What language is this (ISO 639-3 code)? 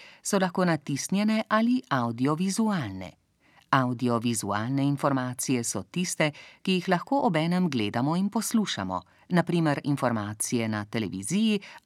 slv